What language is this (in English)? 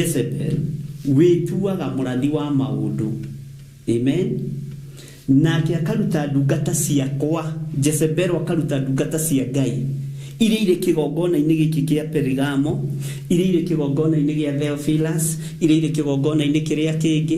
Kikuyu